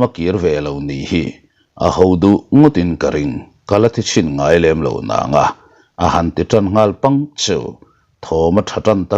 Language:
Mizo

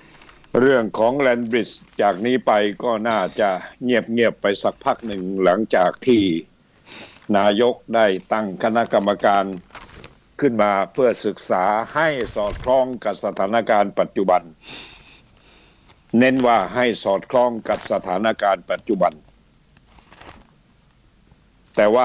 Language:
Thai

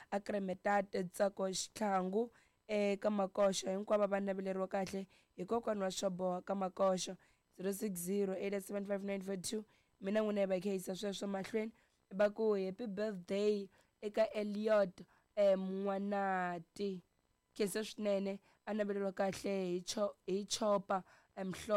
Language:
Tsonga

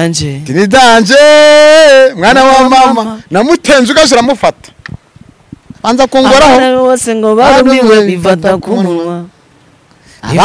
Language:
Kinyarwanda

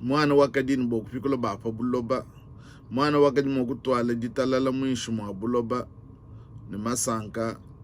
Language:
Luba-Lulua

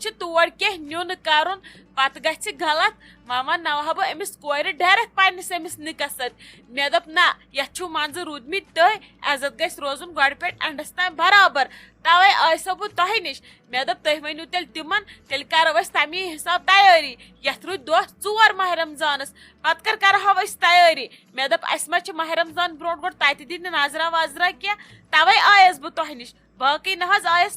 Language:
Kashmiri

